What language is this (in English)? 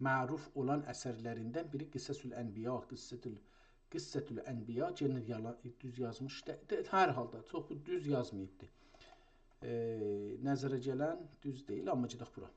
South Azerbaijani